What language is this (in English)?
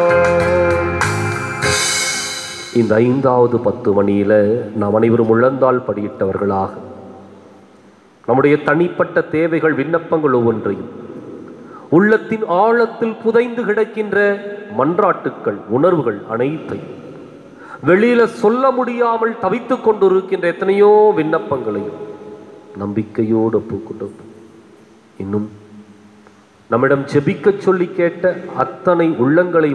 Tamil